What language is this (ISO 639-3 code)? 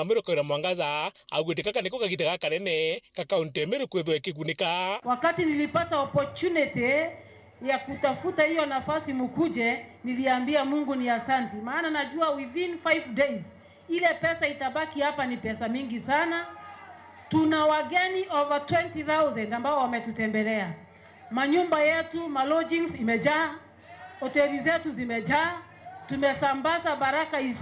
mer